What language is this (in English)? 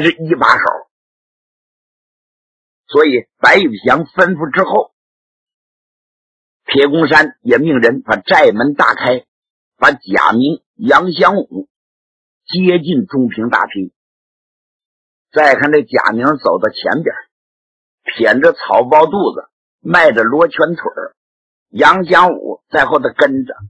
Chinese